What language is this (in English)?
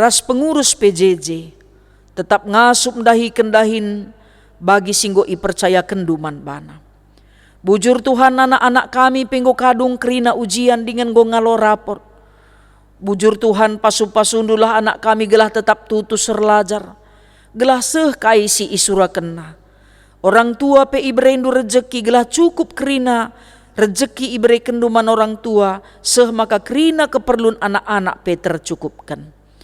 Batak Karo